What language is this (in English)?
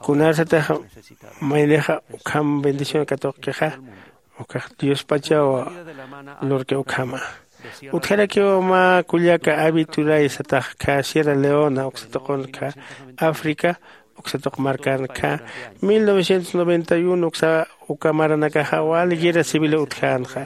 Aymara